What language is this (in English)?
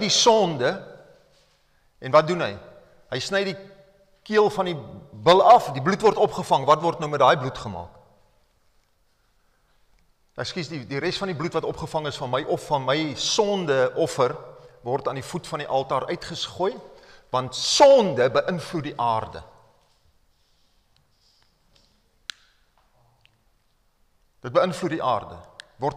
Afrikaans